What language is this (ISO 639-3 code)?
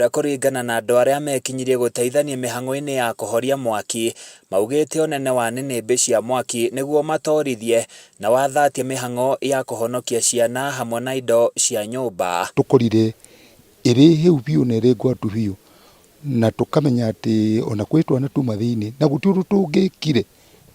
kik